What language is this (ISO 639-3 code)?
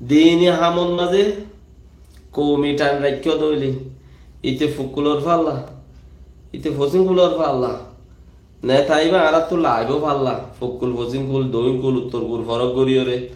rhg